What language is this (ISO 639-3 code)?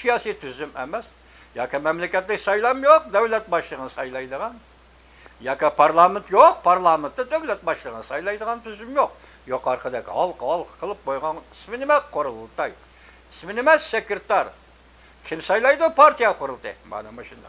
uig